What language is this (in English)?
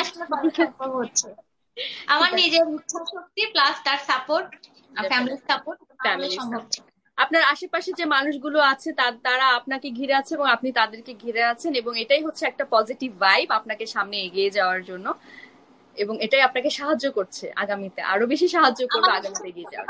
Bangla